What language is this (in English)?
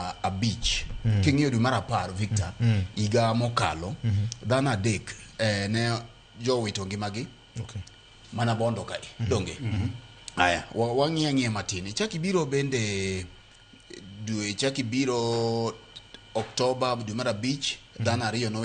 Luo (Kenya and Tanzania)